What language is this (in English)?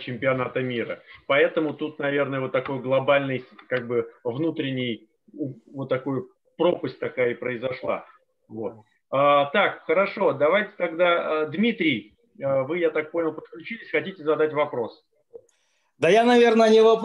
Russian